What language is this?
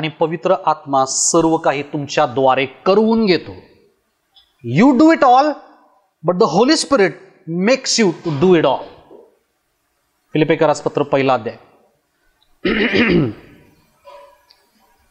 Marathi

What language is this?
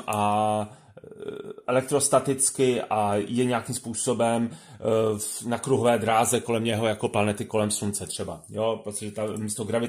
Czech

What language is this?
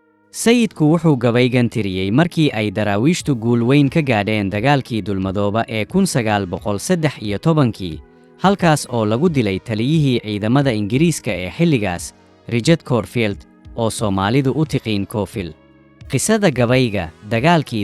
Somali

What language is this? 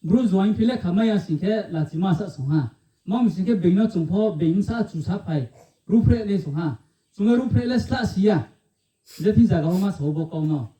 Riang (India)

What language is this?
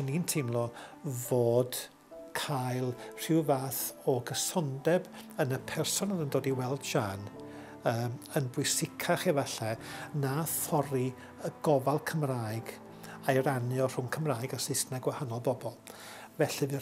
Welsh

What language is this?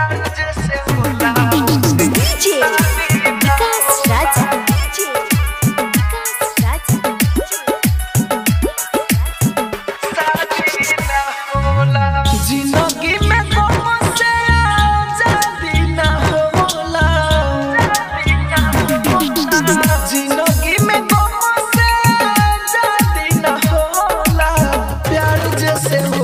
Bhojpuri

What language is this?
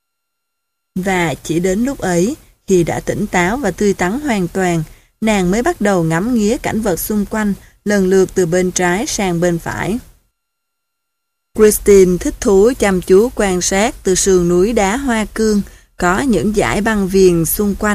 Vietnamese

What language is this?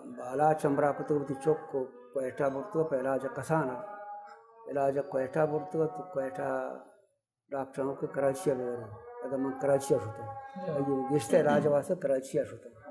Baluchi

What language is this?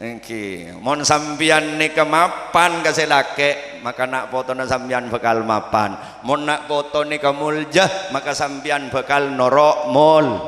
Madurese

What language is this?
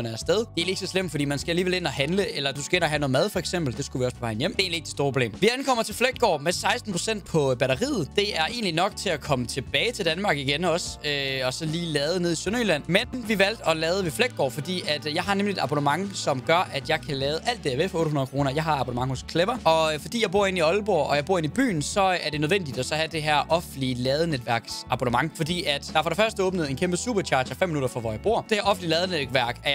Danish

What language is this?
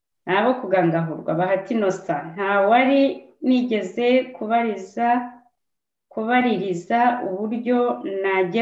Kinyarwanda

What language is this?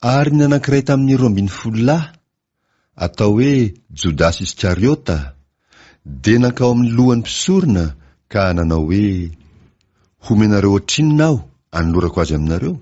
Malagasy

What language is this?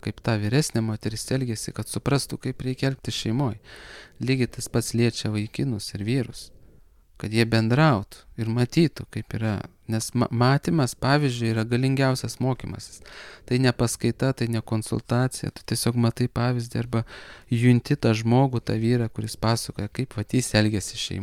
Lithuanian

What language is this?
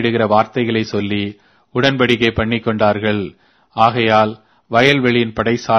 Tamil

